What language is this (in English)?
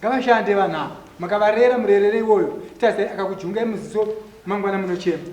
Shona